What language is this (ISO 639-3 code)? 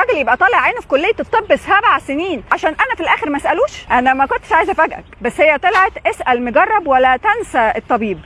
arz